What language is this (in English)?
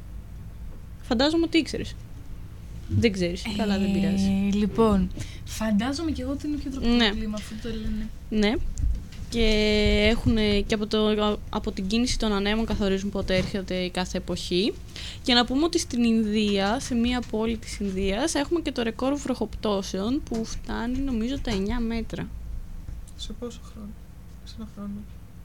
Greek